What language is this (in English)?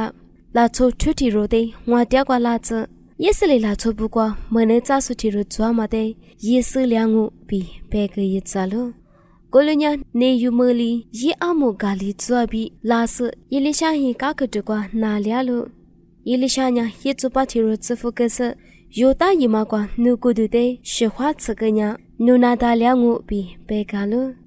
Lisu